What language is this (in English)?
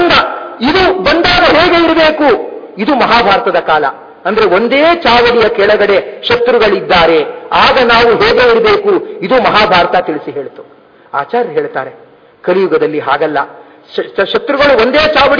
Kannada